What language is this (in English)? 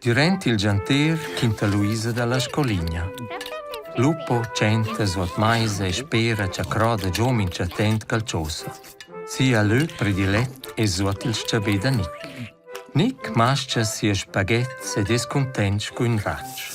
Romansh